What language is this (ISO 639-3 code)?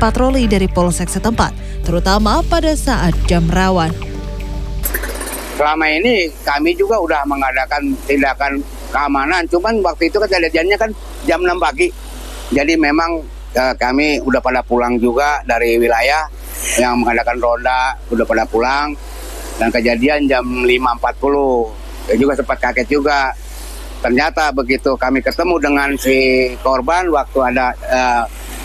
ind